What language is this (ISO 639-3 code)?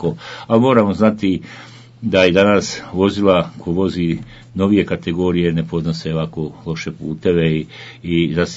bos